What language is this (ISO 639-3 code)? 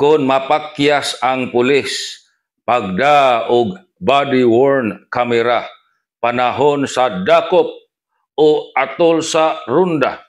ceb